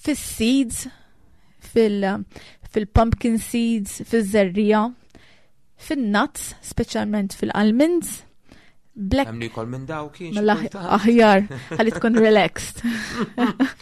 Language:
Maltese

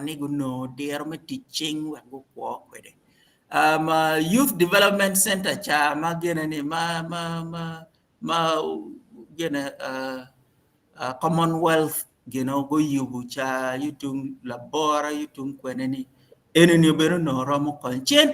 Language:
Acoli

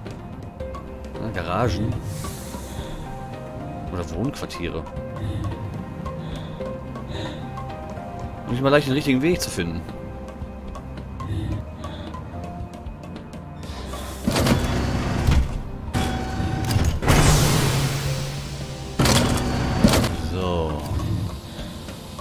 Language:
German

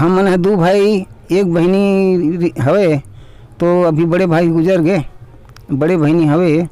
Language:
Chhattisgarhi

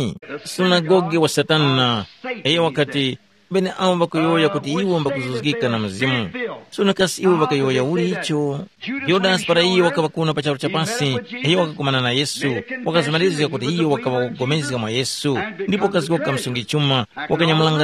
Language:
Tumbuka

